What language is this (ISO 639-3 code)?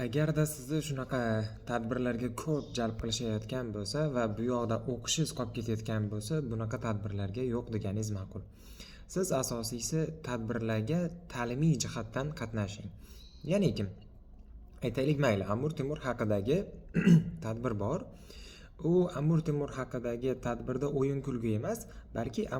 uzb